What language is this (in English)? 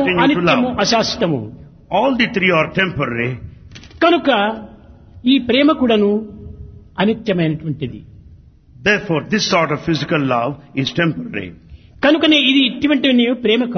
Telugu